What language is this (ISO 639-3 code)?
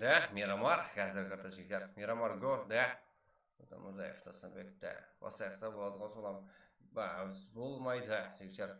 kaa